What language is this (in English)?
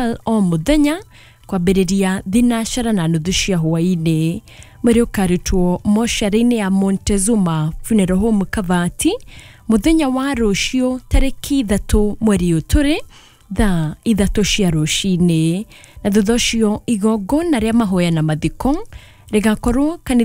Kikuyu